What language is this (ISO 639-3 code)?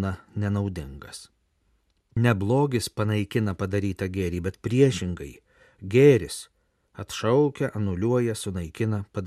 lit